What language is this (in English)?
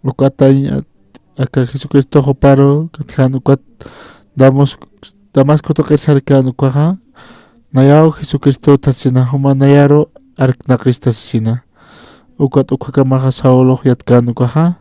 Aymara